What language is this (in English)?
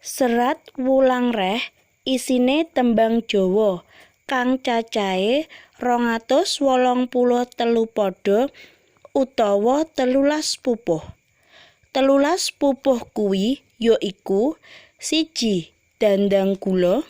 Javanese